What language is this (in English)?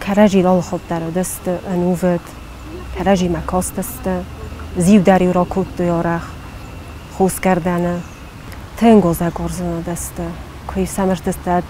Ossetic